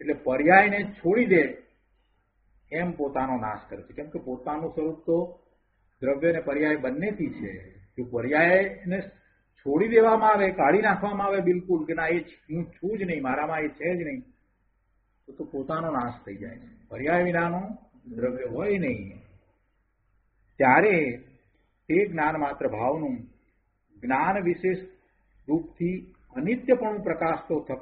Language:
Gujarati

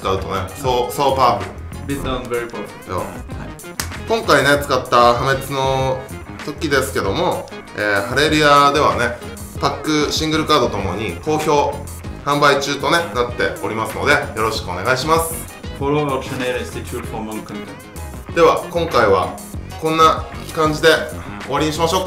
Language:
Japanese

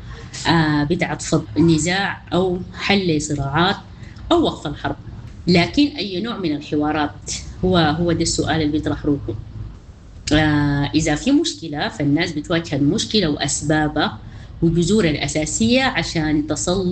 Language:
Sudanese Arabic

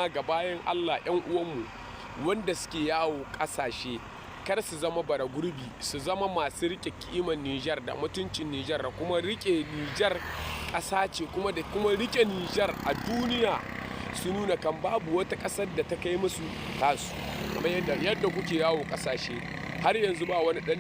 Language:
Hausa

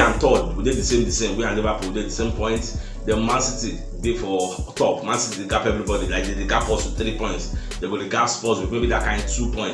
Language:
Nigerian Pidgin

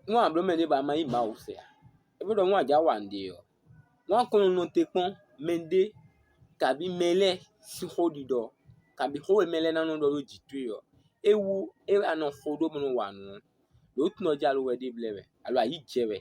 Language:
Fon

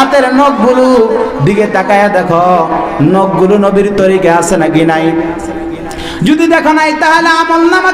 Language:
Bangla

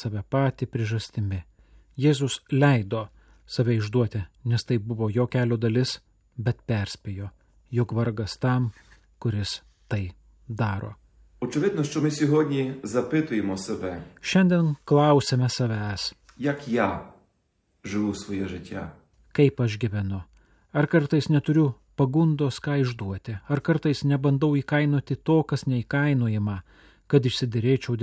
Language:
Lithuanian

